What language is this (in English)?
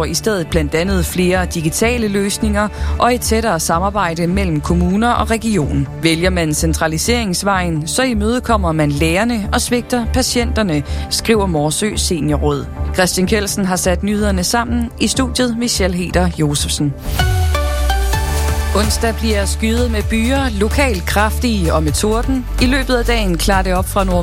Danish